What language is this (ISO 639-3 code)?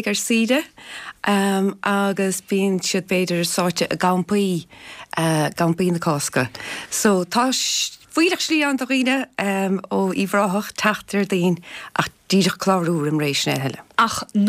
gle